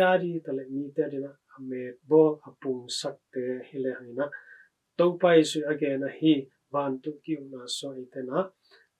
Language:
Tedim Chin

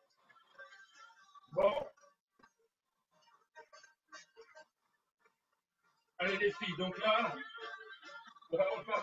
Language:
French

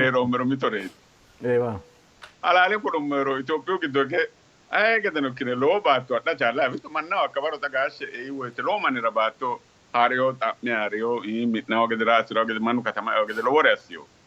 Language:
Sidamo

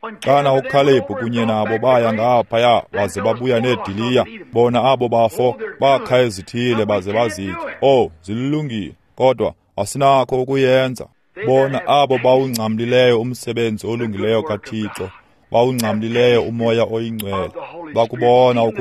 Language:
Xhosa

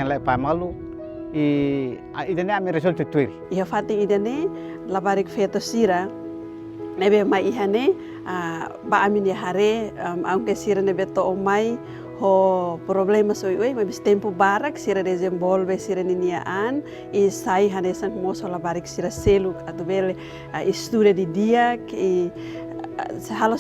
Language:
Tetum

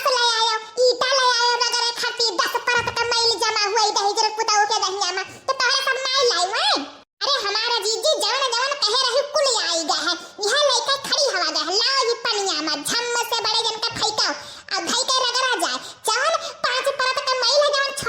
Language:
Awadhi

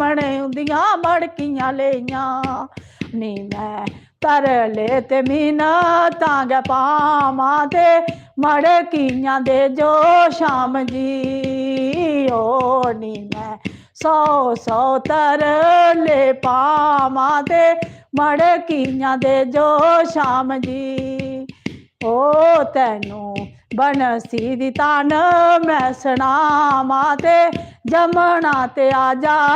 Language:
Dogri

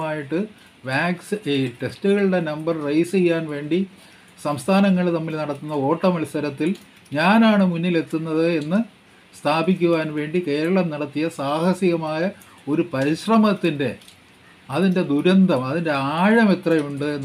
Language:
Malayalam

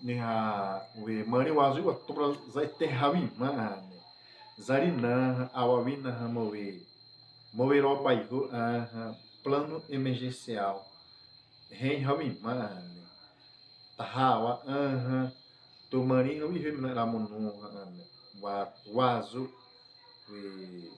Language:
Xavánte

